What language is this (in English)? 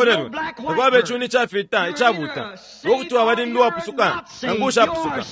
Bemba